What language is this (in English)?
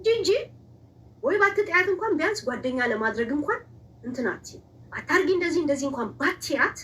Amharic